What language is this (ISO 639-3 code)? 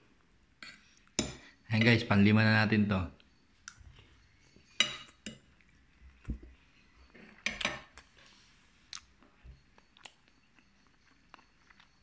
fil